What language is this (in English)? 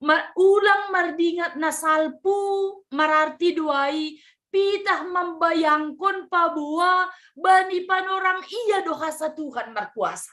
Batak Simalungun